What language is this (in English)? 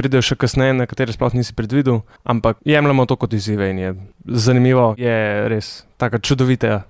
Slovenian